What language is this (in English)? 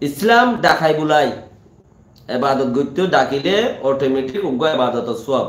Rohingya